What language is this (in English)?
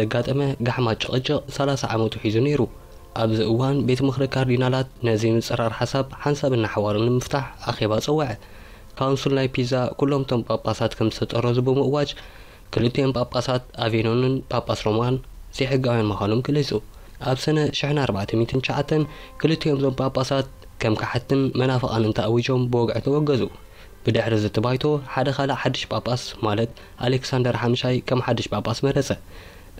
Tigrinya